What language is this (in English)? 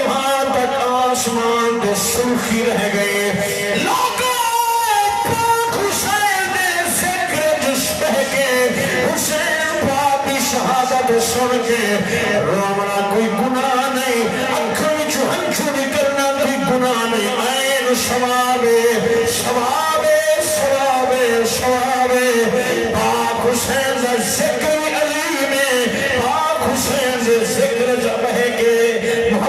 Saraiki